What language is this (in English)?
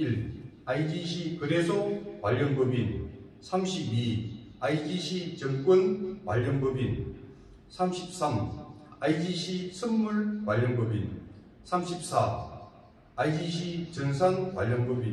Korean